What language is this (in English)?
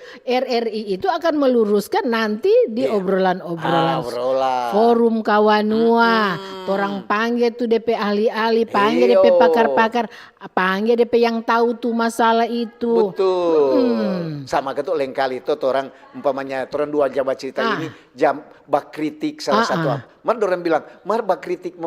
Manado Malay